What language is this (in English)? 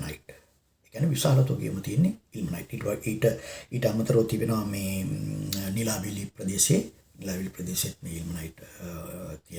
Sinhala